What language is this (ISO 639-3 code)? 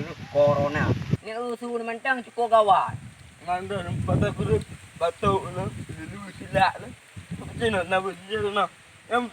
ace